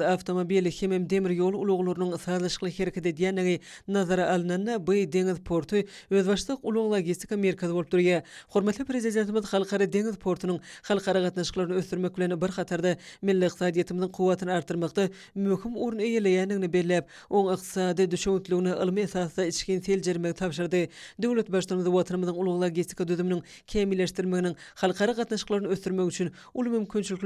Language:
Turkmen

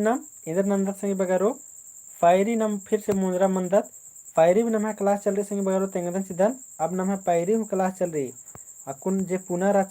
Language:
Kurukh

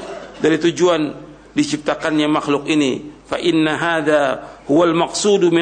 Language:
Indonesian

